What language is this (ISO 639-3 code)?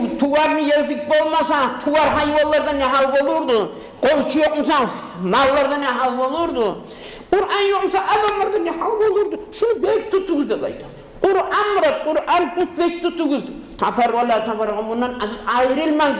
kum